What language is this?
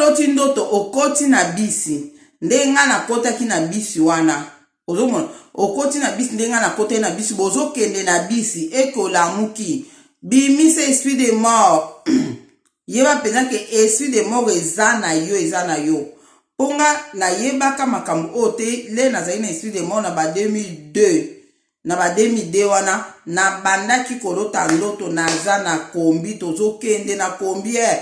Lingala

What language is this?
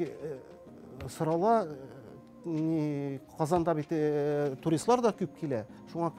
Tatar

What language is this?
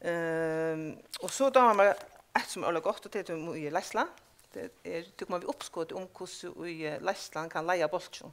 Faroese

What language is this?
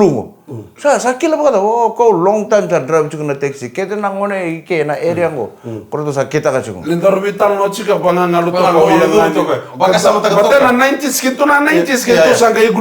Fijian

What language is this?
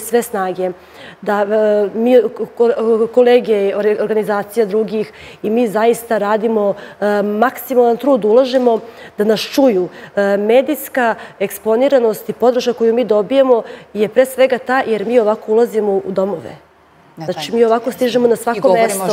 Serbian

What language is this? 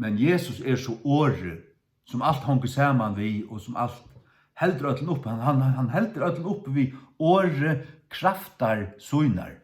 Faroese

